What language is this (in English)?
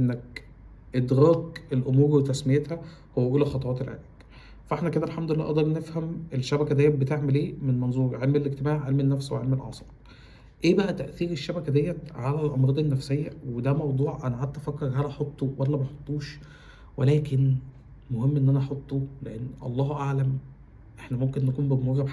Egyptian Arabic